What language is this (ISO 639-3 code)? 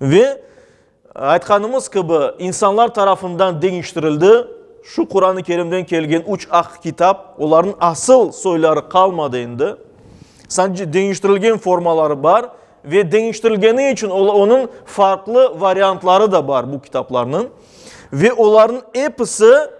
crh